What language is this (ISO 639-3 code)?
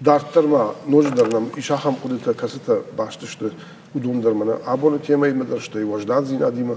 oss